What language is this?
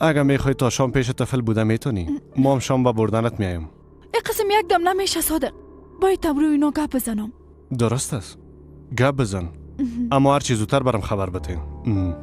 Persian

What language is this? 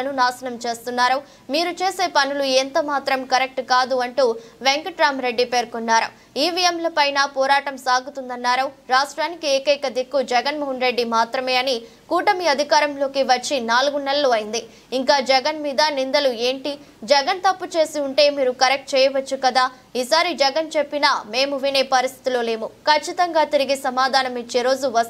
Telugu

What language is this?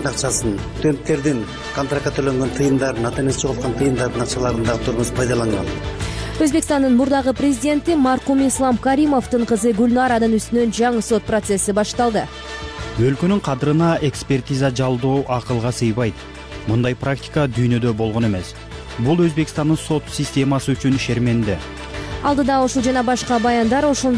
Kyrgyz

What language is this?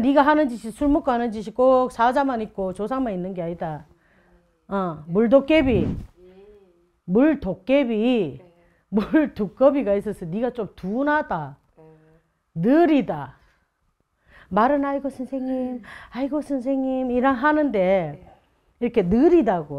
Korean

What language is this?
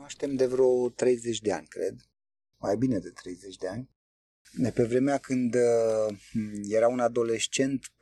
Romanian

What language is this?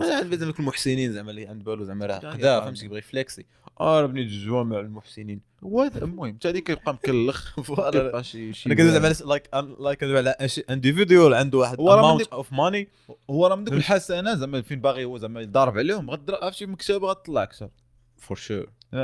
Moroccan Arabic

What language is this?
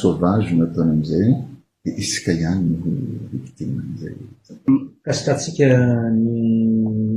Malagasy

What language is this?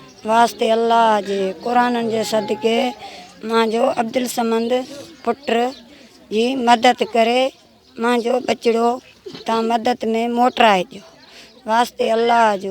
Sindhi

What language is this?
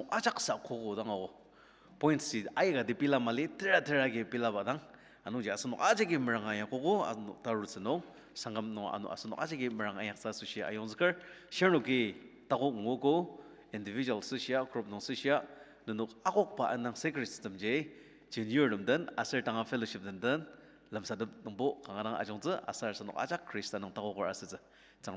Ao Naga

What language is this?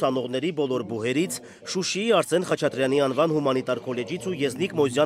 Armenian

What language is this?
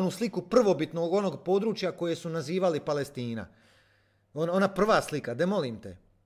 Croatian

